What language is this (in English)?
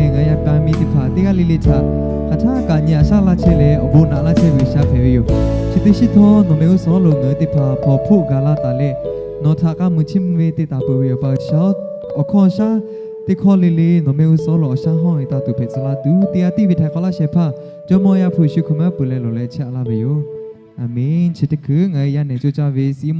Lahu